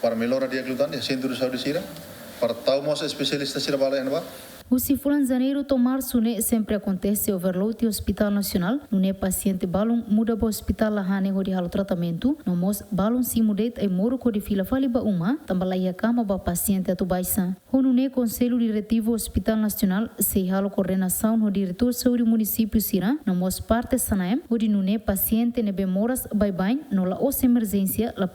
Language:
Tetum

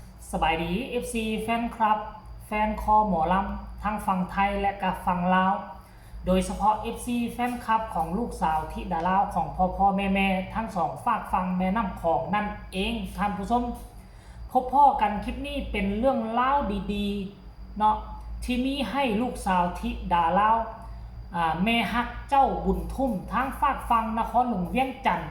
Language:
Lao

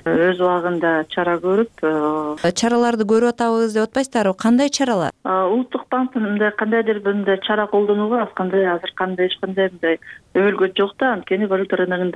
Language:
Kyrgyz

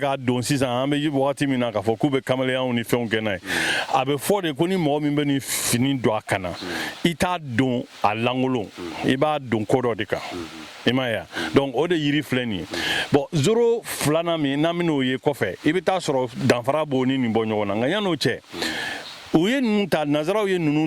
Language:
Bambara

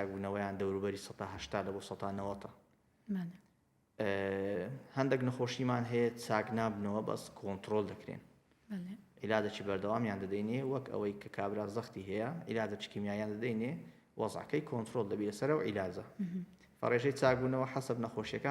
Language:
Central Kurdish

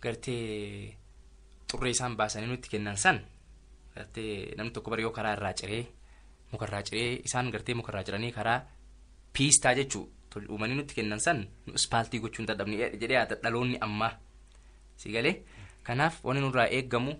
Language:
Oromo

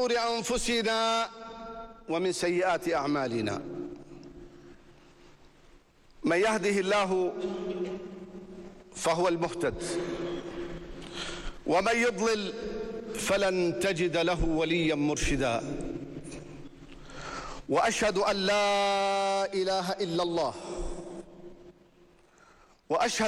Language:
Arabic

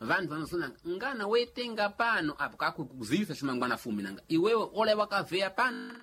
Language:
Sena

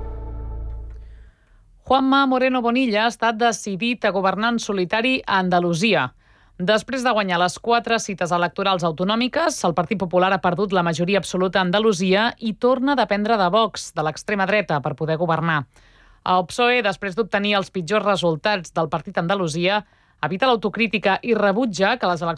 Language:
Catalan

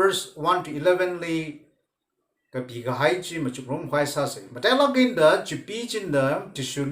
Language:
Tangkhul Naga (India)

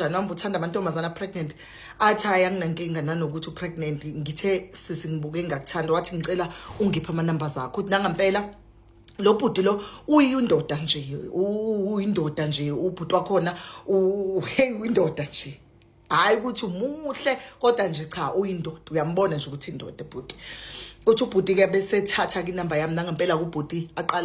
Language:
Zulu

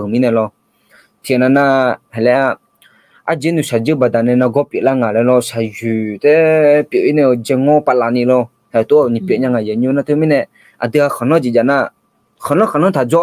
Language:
Akha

